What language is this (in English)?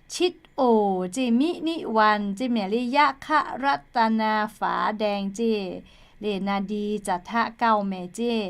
Lahu